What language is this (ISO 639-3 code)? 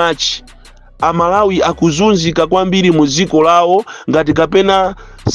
nya